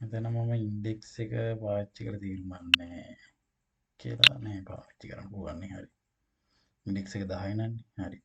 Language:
Sinhala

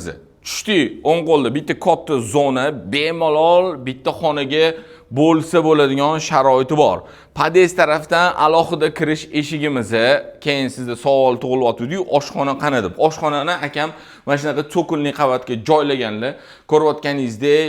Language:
Uzbek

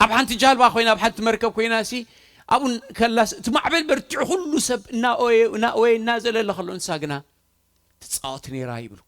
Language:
Tigrinya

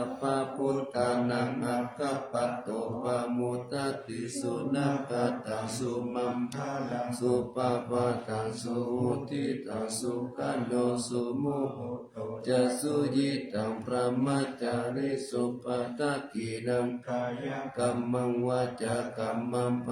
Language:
Pali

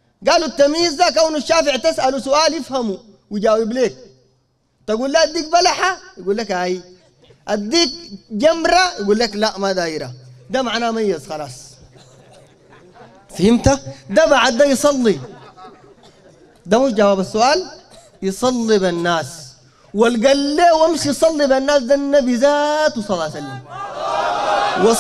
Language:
Sudanese Arabic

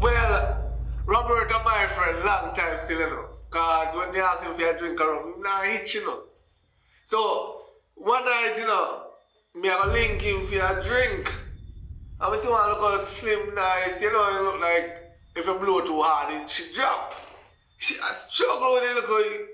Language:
Jamaican Creole English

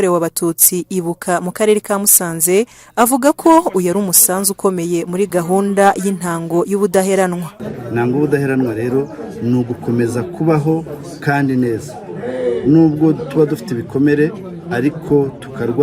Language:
Kinyarwanda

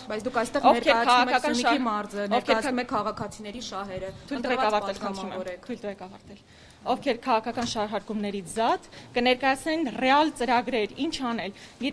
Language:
Armenian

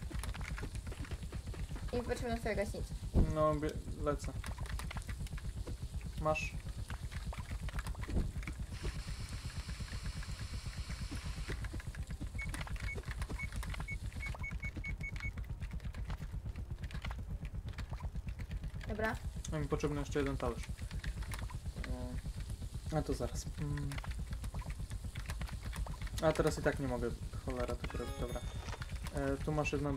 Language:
Polish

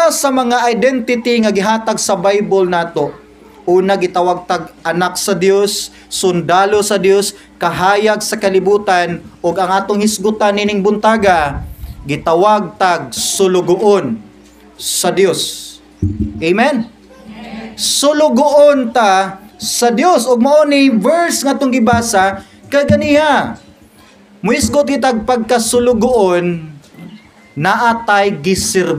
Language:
Cebuano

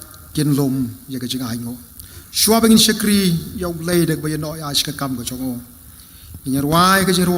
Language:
Khasi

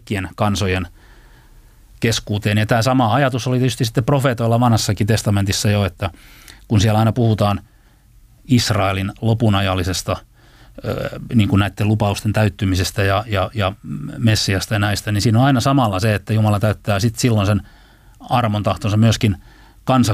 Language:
Finnish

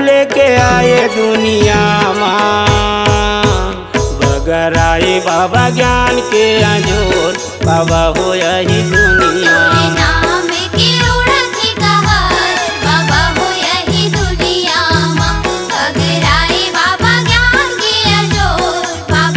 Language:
Chhattisgarhi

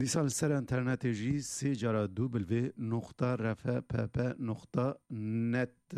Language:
Kurdish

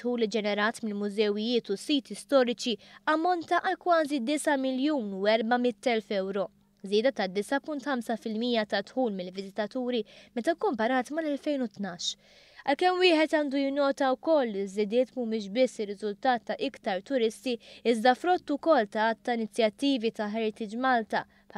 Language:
Maltese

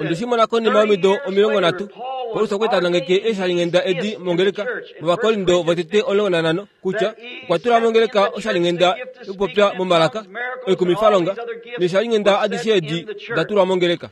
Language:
Kuanyama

